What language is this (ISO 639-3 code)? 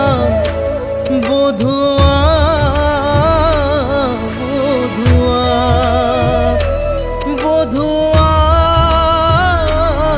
ben